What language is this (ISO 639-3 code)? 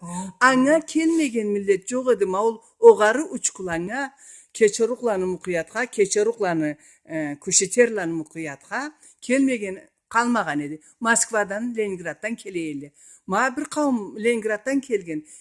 krc